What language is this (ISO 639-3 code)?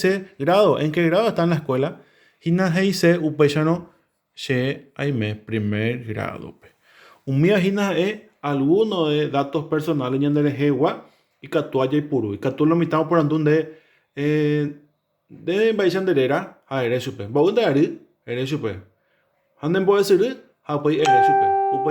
grn